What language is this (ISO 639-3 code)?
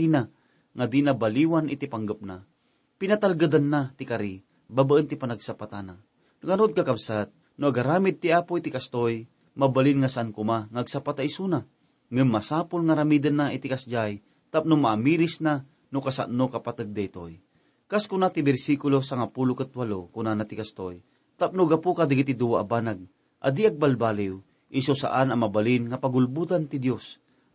ilo